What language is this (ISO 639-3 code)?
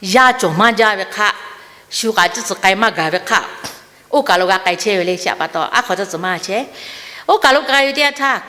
lhu